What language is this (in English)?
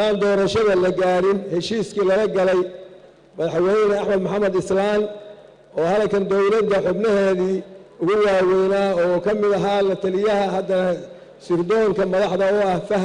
Somali